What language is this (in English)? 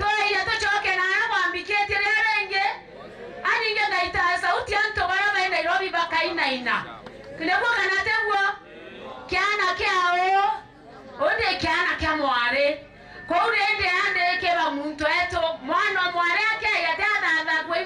Meru